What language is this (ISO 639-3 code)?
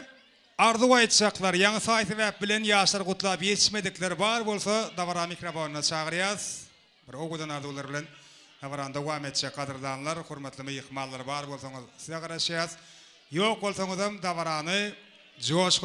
tuk